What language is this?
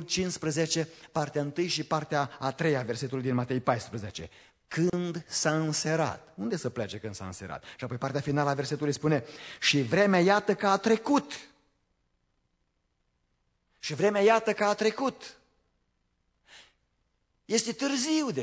Romanian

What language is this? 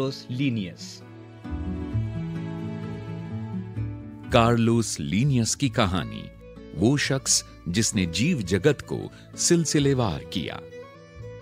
Hindi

